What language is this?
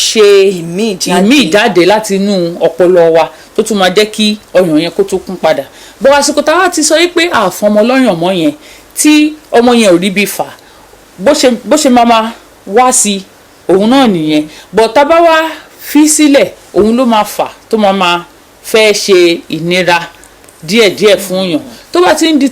Yoruba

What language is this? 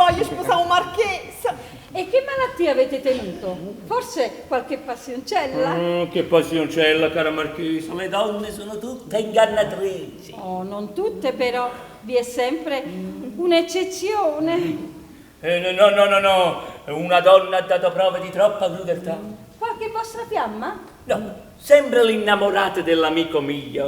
Neapolitan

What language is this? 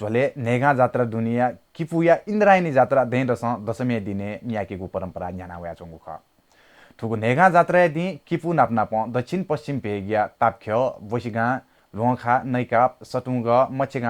Newari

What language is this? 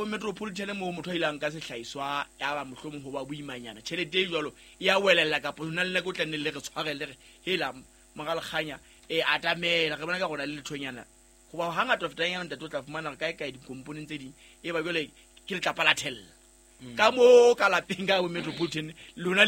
Southern Sotho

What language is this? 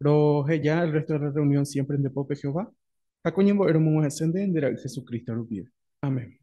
Guarani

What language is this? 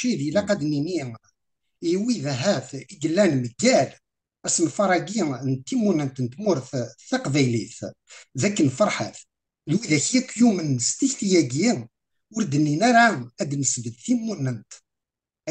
Kabyle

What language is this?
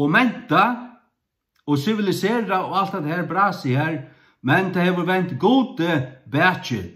Faroese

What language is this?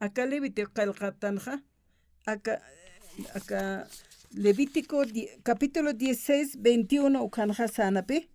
Aymara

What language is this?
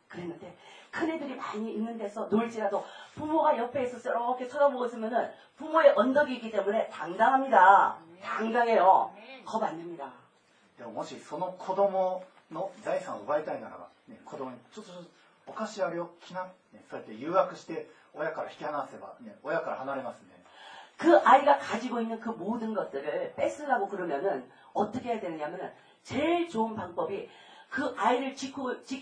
Korean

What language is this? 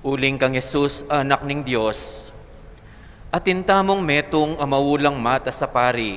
Pampanga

